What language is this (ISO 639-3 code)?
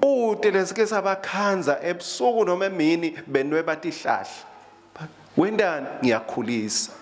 ssw